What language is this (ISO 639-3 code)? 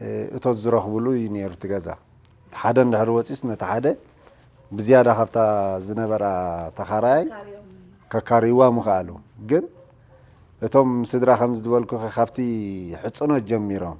tir